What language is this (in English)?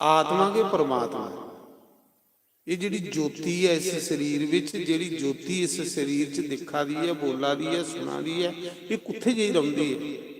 Dogri